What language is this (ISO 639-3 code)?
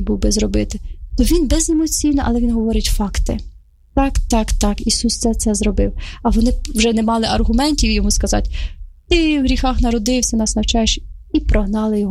ukr